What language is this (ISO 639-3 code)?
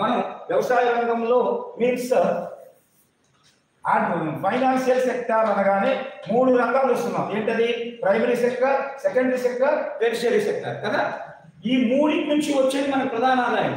tel